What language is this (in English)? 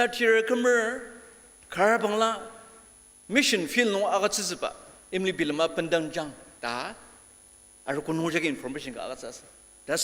Ao Naga